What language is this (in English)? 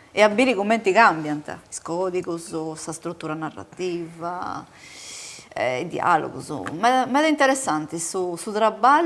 Sardinian